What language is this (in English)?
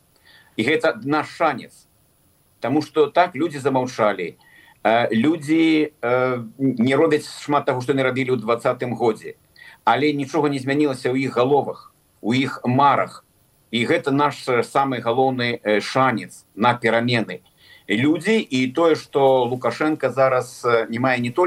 Belarusian